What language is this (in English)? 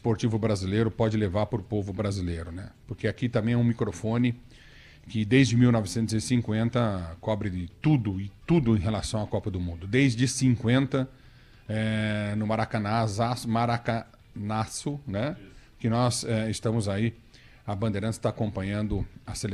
Portuguese